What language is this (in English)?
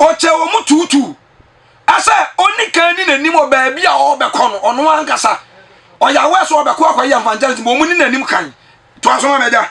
Akan